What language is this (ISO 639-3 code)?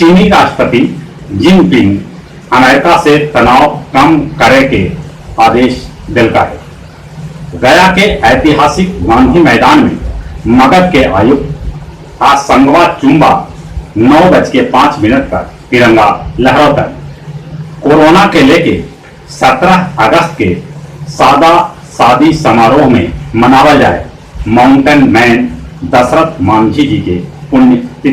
mag